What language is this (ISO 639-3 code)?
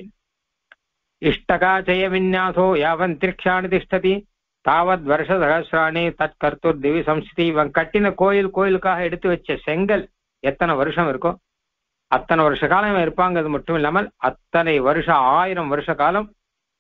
tam